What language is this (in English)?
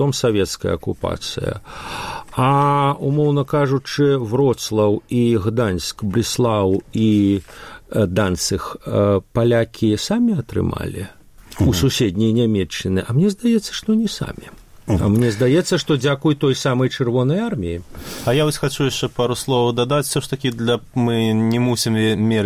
Belarusian